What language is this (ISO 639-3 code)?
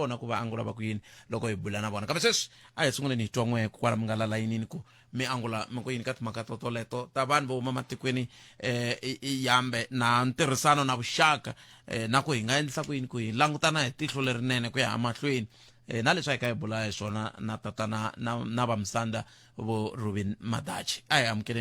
tso